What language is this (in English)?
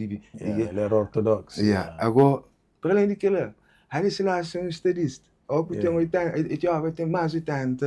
Kabuverdianu